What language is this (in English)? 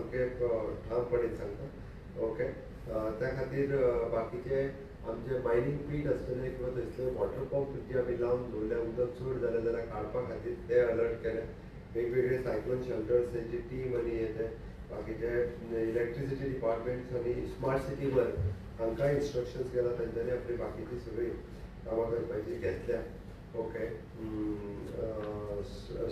Konkani